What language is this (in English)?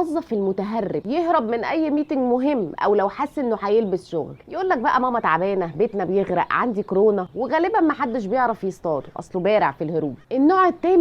Egyptian Arabic